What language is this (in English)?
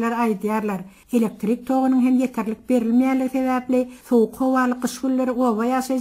Turkmen